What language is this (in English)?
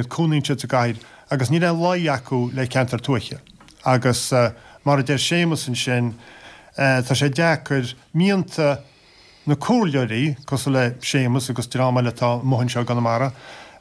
Irish